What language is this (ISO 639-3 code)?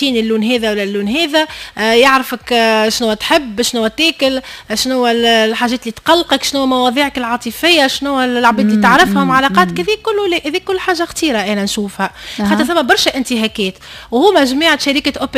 aeb